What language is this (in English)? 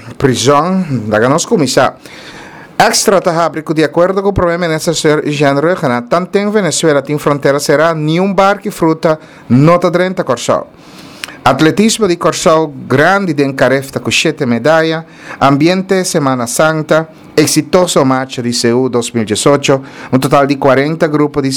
Papiamento